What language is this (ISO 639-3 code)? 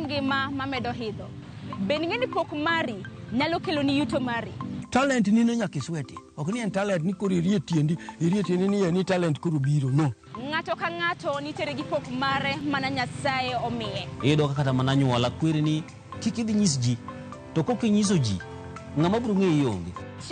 luo